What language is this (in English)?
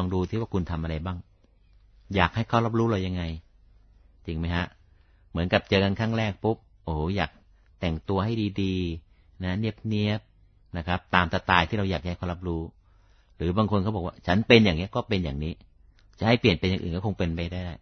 Thai